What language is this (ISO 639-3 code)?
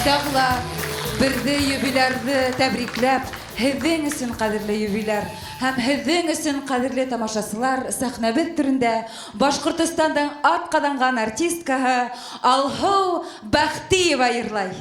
bak